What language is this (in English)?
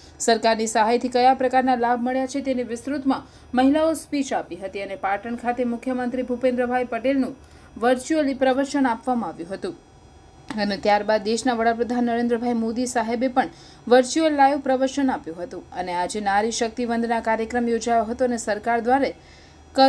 Gujarati